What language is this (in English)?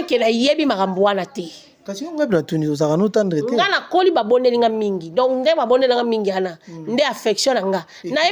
Lingala